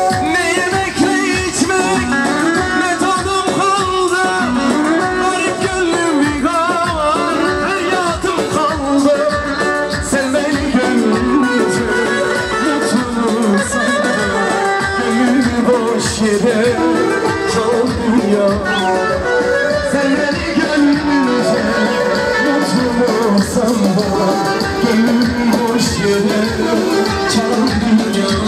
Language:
Turkish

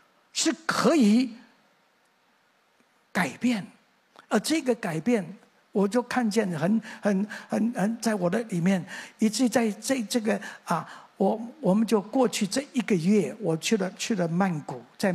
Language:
Chinese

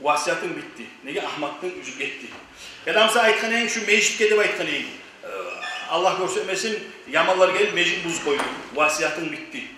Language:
Kumyk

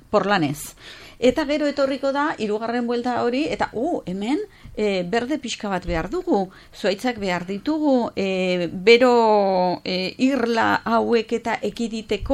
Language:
Basque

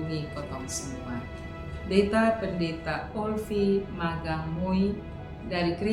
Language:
Kupang Malay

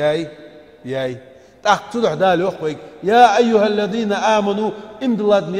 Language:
Ingush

